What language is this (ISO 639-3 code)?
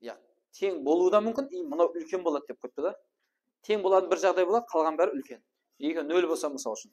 kaa